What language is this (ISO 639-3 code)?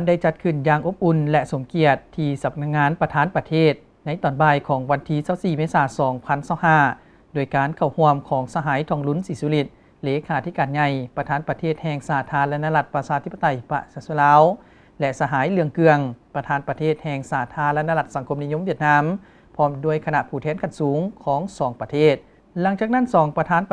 lao